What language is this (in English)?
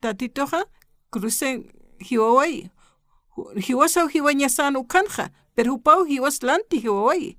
Aymara